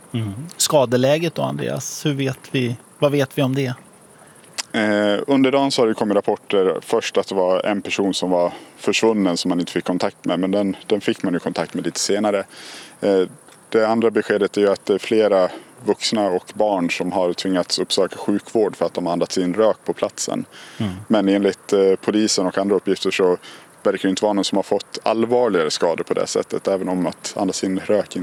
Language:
Swedish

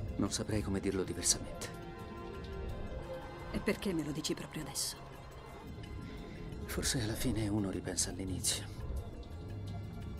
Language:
Italian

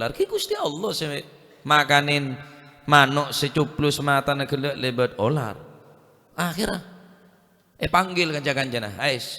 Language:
Madurese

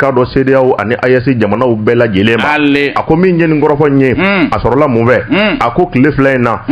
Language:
Bambara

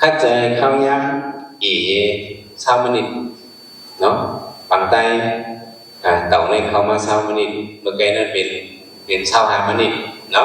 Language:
Shan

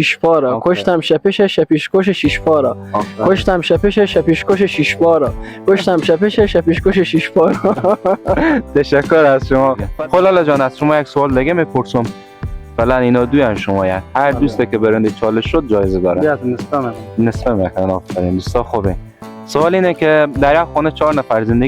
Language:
Persian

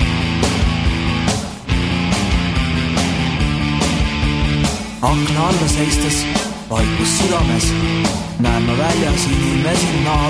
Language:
Estonian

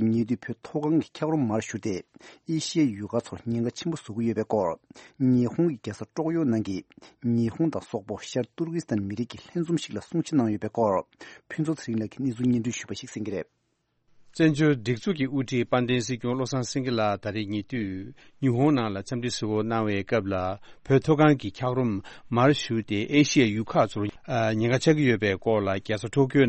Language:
Tibetan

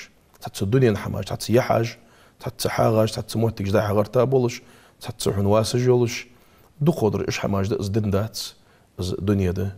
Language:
Ingush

